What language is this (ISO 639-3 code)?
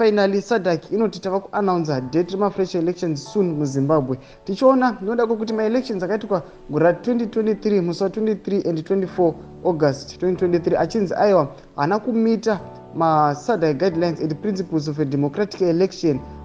sna